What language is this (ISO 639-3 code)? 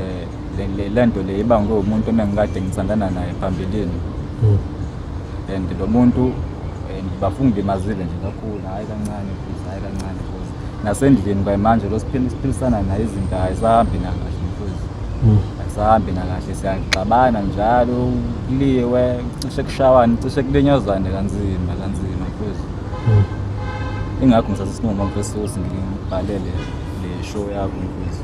zul